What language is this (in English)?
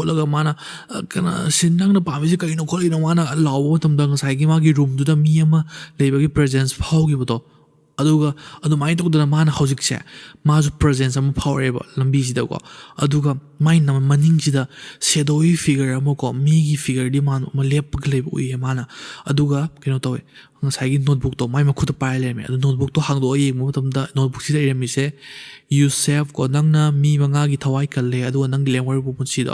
Manipuri